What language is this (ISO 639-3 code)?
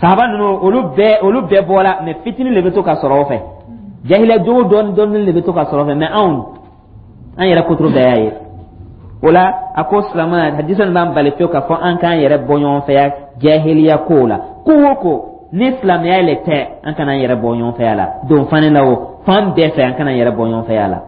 dyu